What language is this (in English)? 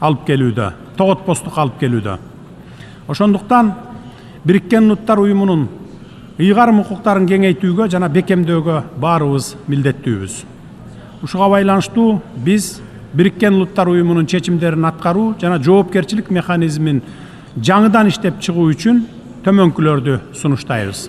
Kyrgyz